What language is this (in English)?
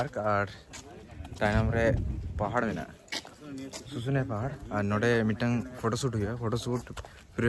Santali